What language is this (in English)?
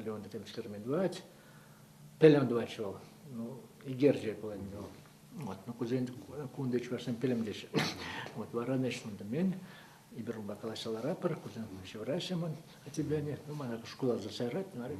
Chuvash